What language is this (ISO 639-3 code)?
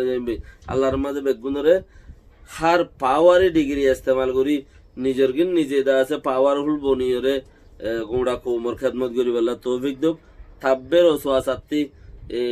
rhg